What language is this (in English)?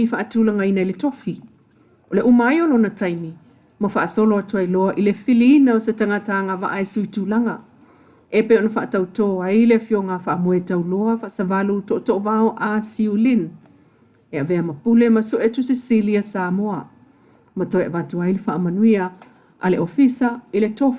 Samoan